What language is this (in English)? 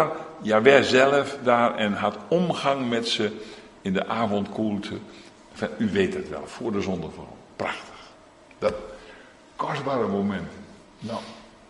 Dutch